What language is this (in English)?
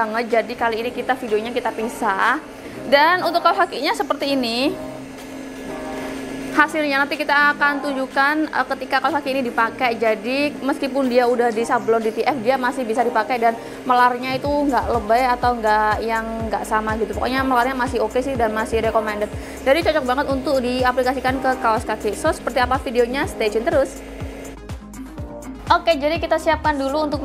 Indonesian